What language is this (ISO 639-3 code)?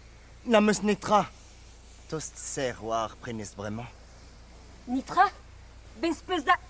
bre